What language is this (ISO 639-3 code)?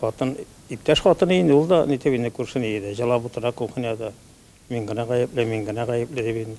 tat